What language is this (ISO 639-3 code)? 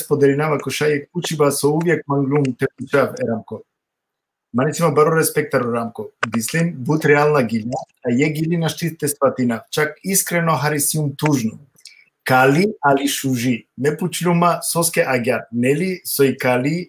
rmn